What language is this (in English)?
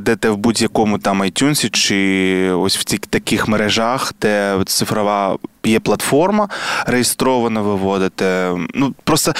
Ukrainian